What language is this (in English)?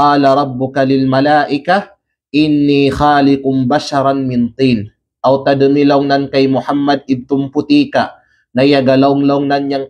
Kalagan